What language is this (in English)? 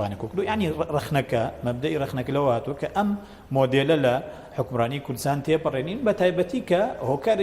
Central Kurdish